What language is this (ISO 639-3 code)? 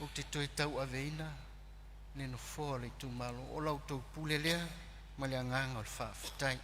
smo